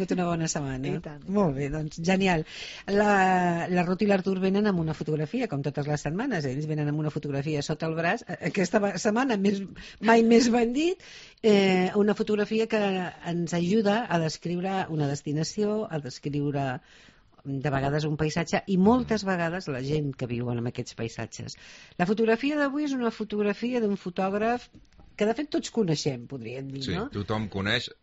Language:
Catalan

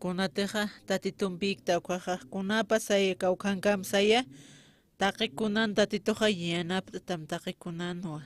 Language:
Aymara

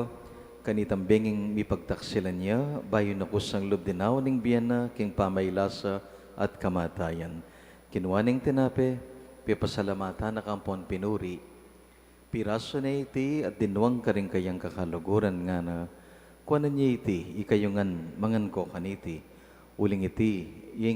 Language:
Pampanga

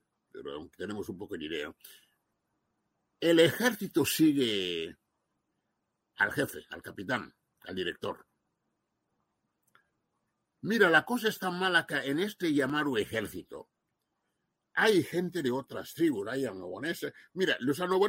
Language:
Spanish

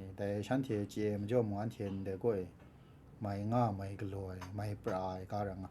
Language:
Kachin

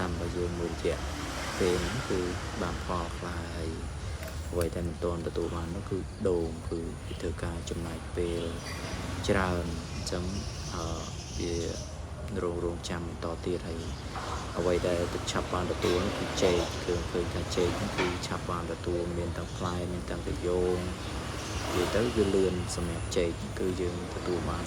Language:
Khmer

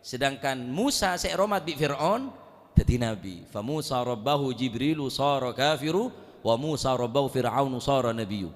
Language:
Madurese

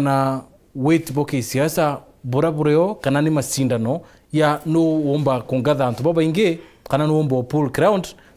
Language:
Meru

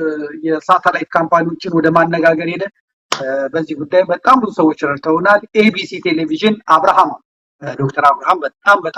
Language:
Amharic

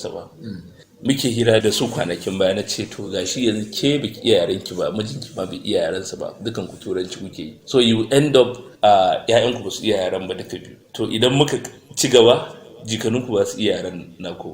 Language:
Hausa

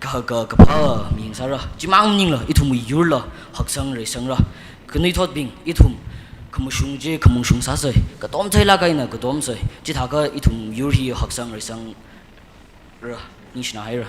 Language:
Tangkhul Naga (India)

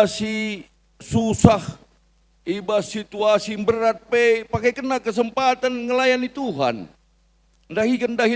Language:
Batak Karo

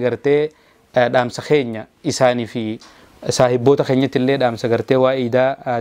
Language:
Oromo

